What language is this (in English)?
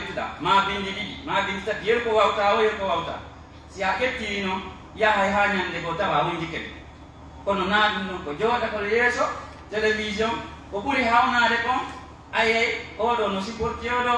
Pular